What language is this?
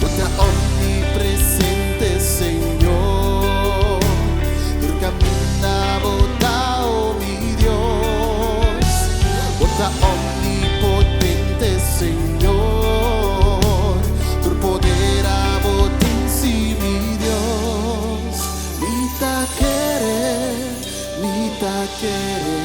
Papiamento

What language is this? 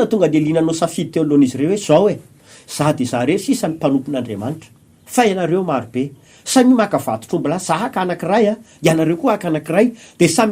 Malagasy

